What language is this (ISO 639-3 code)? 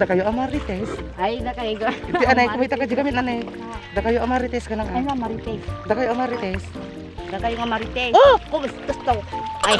ilo